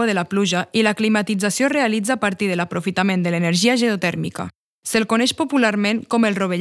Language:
Catalan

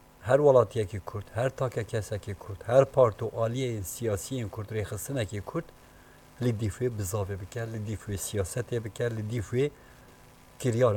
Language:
Kurdish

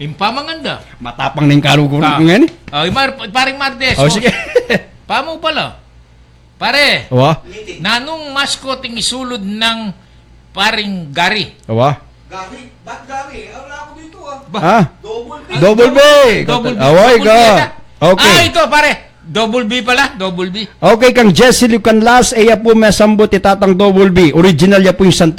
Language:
Pampanga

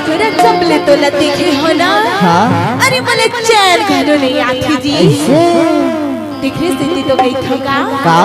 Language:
Chhattisgarhi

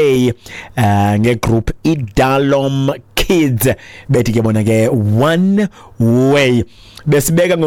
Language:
Xhosa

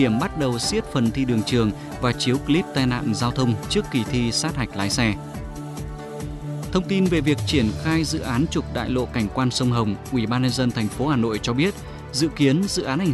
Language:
Vietnamese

